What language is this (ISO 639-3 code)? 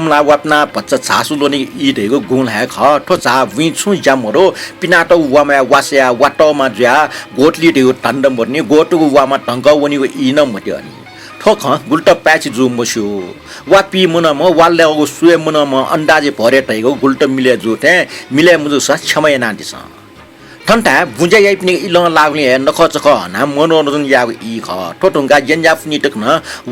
new